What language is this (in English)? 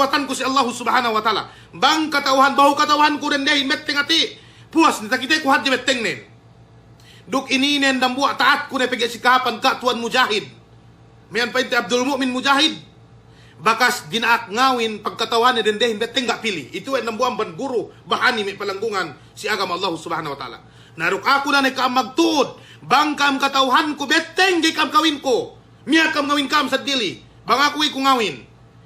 Yakan